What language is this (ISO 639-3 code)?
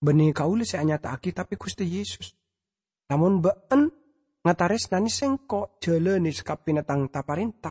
mad